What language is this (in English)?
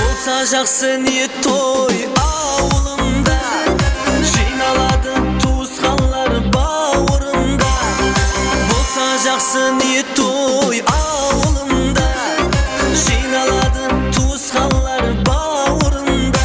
Kara-Kalpak